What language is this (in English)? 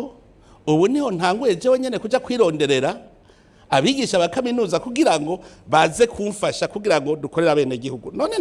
Rundi